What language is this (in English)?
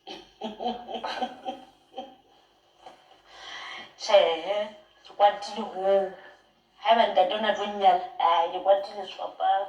Southern Sotho